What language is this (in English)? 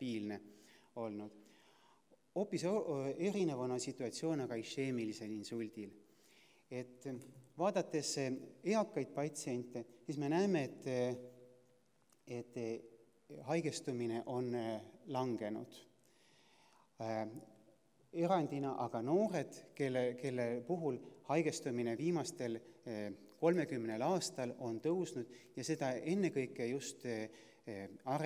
Estonian